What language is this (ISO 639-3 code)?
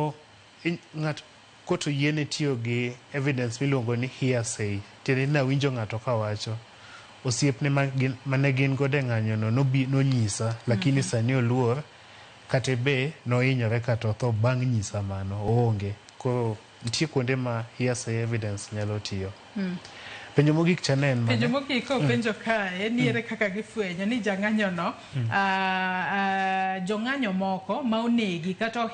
luo